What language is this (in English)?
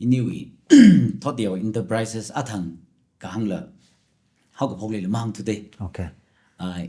Tangkhul Naga (India)